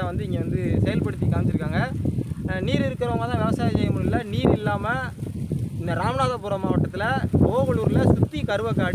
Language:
Tamil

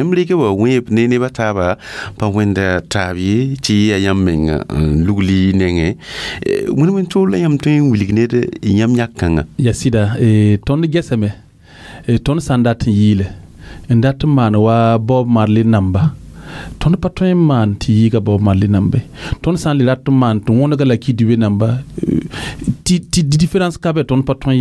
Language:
Mossi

